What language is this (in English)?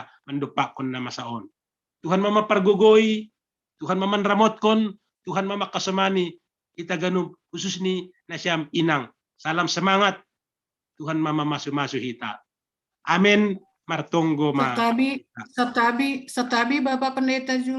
Batak Simalungun